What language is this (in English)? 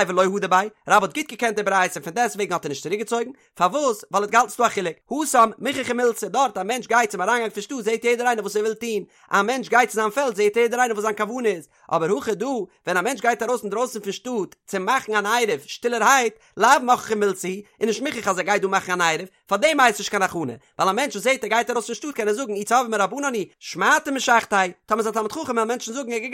Yiddish